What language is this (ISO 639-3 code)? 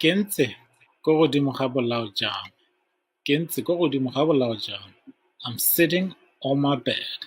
tsn